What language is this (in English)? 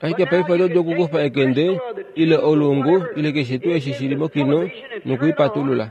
Kuanyama